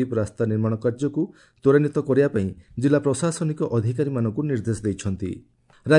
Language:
Odia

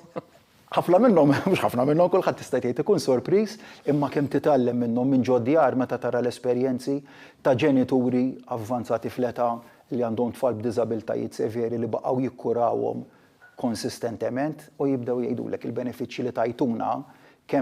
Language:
Maltese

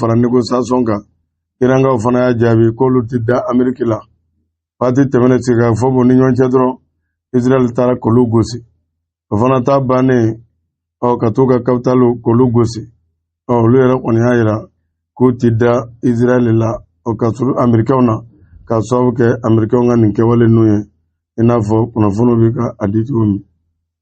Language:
Bambara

